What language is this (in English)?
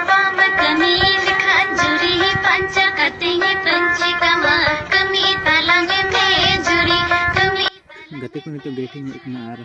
Santali